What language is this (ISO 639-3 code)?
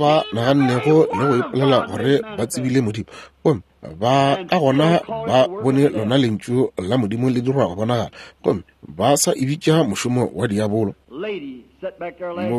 nso